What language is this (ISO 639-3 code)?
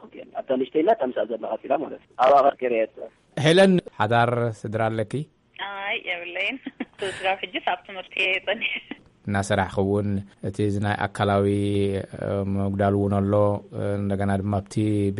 tir